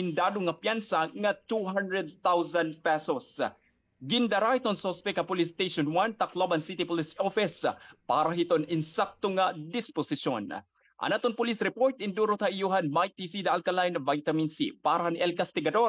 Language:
Waray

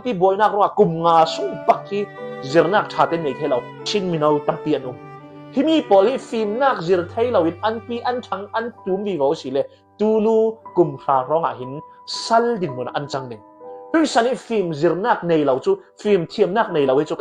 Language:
Falam Chin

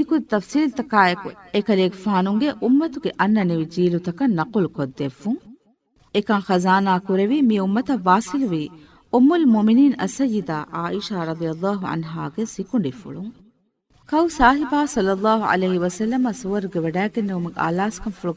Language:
Divehi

